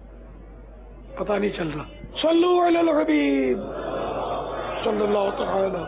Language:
Urdu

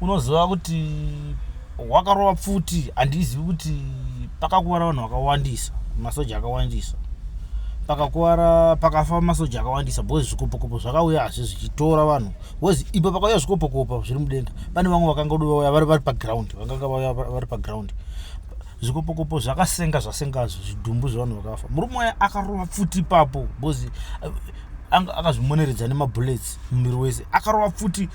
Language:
Shona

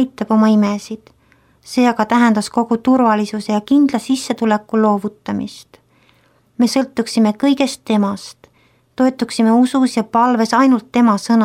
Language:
Estonian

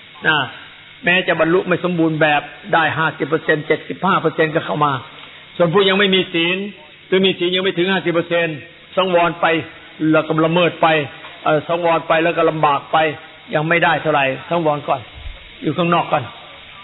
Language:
Thai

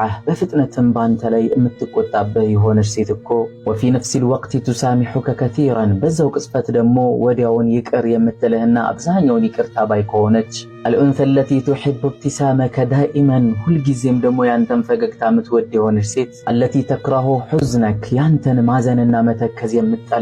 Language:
Amharic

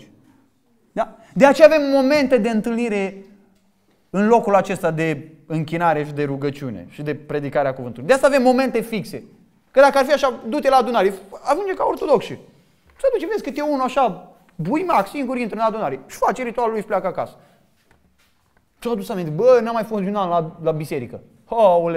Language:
Romanian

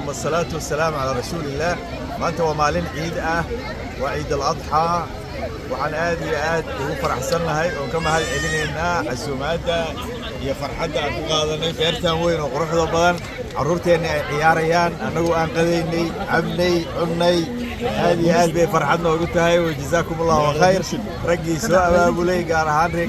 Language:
Somali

